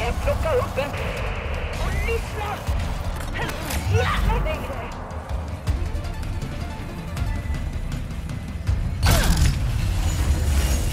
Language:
Swedish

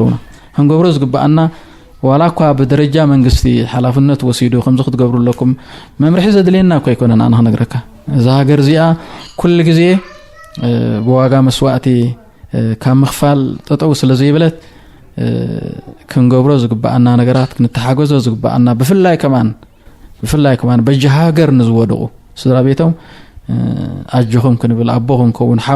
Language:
Tigrinya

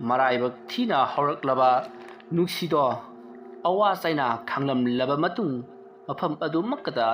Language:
Manipuri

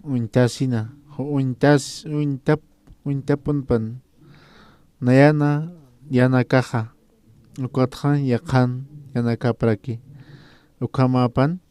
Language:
Aymara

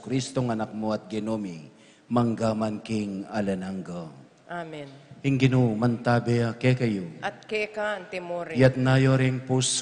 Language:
Pampanga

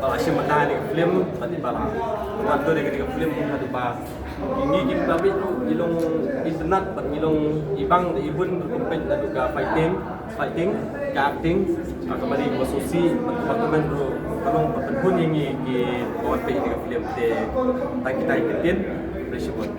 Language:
Khasi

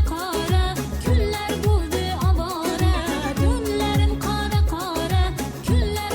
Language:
Kara-Kalpak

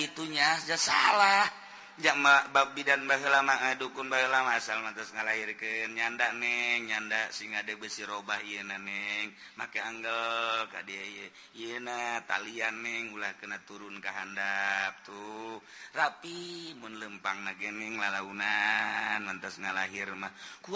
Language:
Sundanese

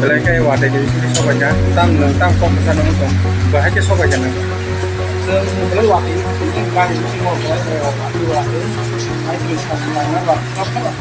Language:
Kok Borok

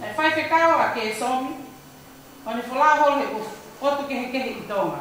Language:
Tongan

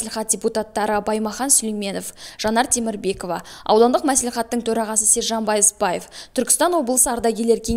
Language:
Kazakh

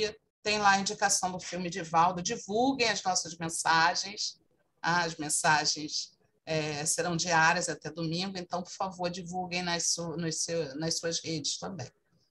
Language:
Portuguese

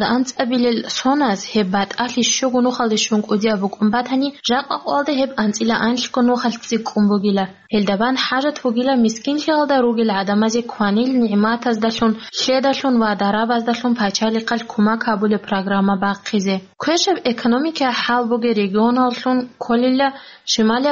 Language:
Avaric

